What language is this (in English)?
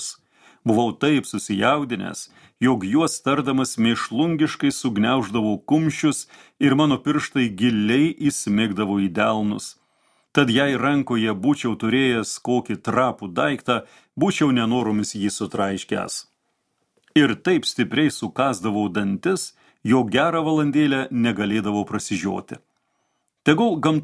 Lithuanian